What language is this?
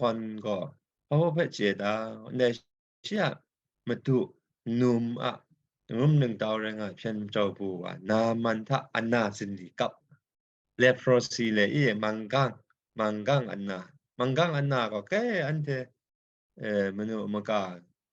Kachin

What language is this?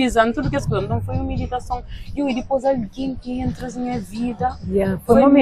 Kabuverdianu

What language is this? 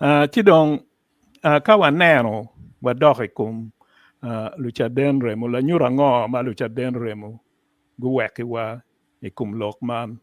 Acoli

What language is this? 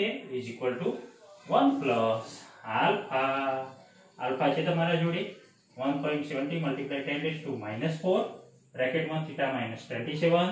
Gujarati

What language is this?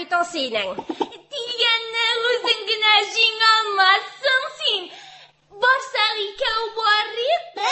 Tatar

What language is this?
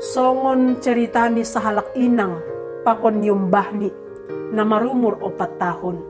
Batak Simalungun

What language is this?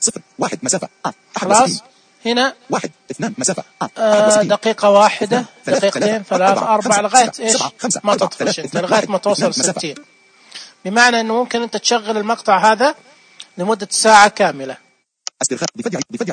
Najdi Arabic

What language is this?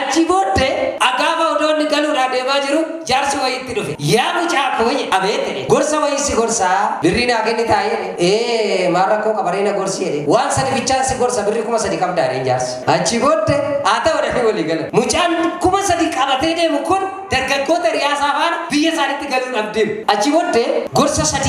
Oromo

